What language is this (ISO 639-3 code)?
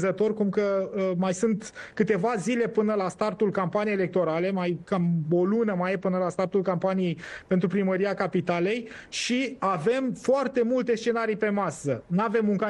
ron